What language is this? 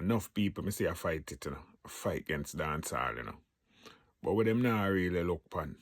Jamaican Creole English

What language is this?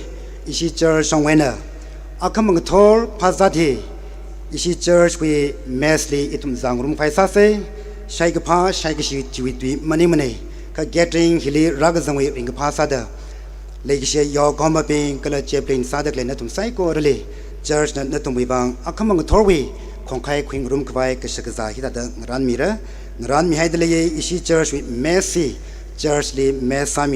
Tangkhul Naga (India)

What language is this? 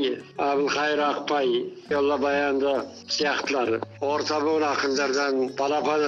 Kazakh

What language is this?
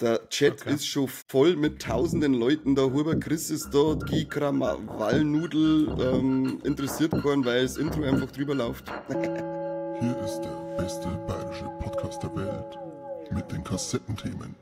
Bavarian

